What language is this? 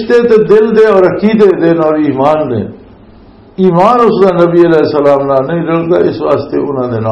Western Panjabi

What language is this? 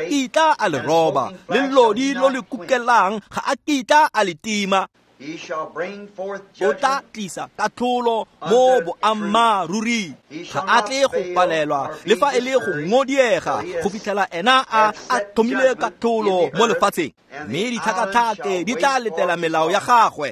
Tswana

